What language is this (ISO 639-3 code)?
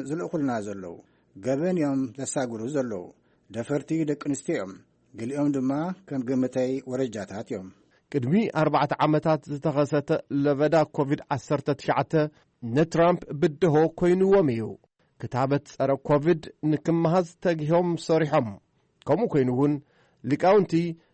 tir